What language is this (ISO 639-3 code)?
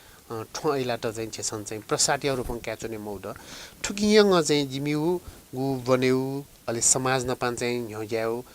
new